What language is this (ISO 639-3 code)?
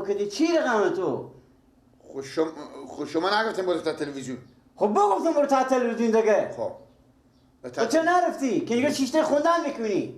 fas